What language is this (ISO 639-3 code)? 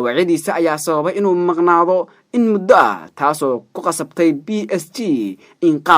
som